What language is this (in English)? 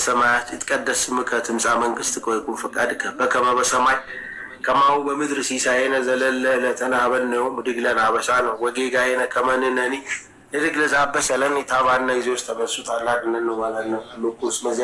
Amharic